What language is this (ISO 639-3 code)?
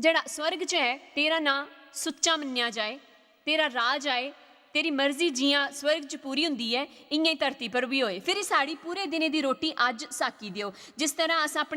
doi